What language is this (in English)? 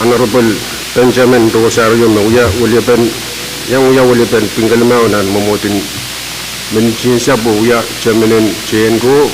Pohnpeian